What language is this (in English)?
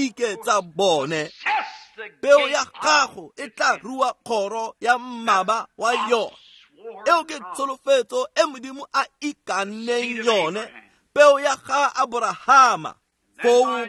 Tswana